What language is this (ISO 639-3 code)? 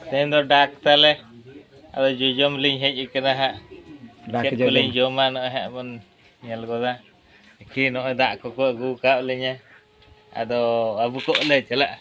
sat